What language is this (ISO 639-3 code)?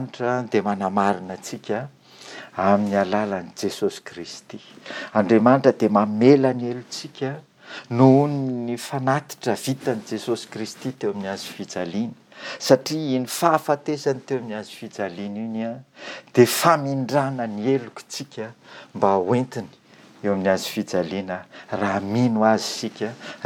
mlg